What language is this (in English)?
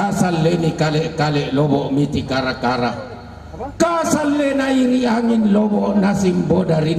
Toraja-Sa'dan